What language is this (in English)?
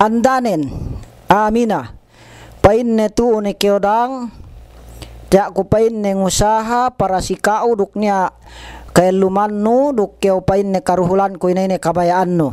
Yakan